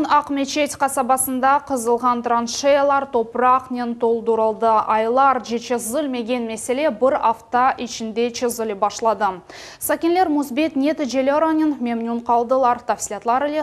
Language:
Crimean Tatar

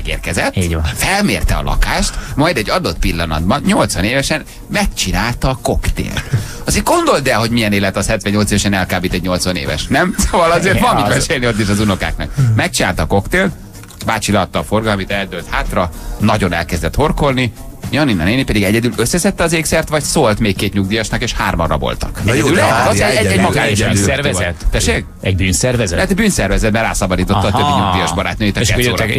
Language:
Hungarian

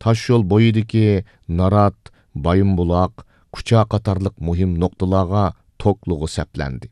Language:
Uyghur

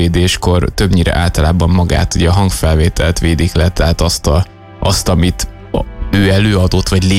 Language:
Hungarian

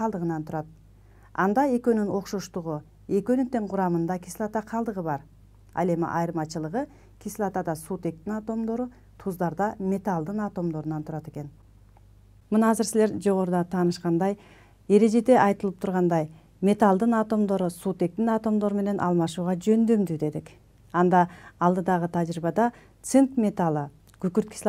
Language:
Kyrgyz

